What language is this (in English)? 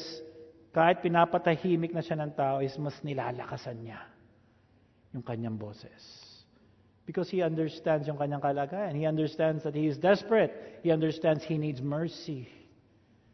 Filipino